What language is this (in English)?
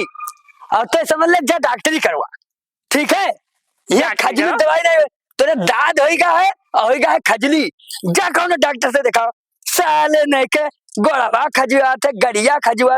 Awadhi